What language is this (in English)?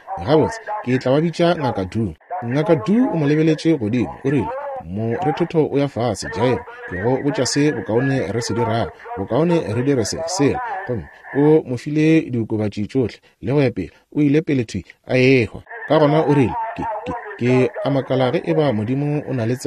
Northern Sotho